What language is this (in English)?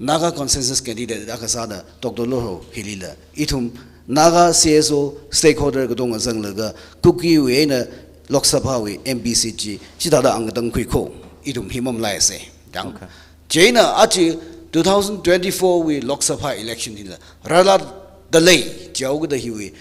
Tangkhul Naga (India)